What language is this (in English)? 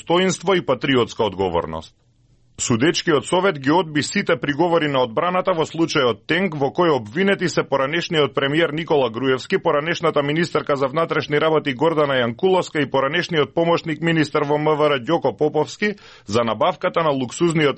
Macedonian